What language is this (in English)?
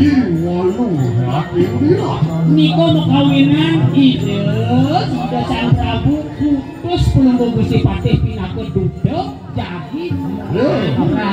Balinese